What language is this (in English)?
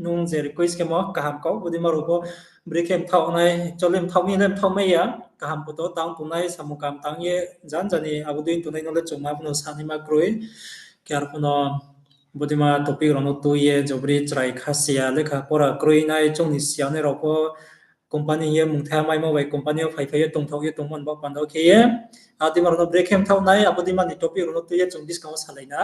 Riang (India)